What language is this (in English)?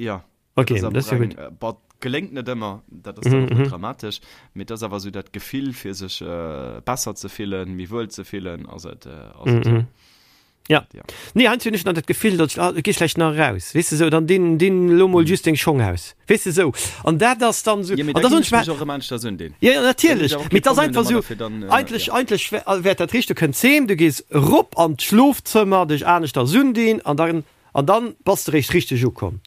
Luxembourgish